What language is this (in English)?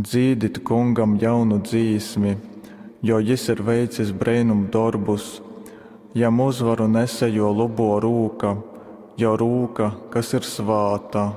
Latgalian